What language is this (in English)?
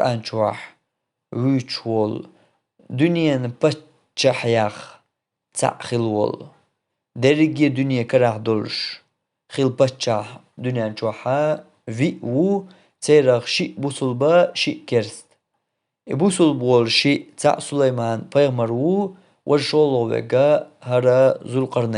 Chechen